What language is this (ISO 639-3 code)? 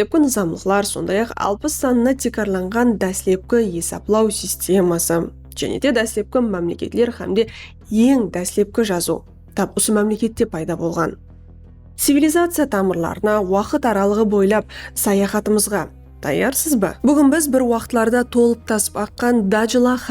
kaa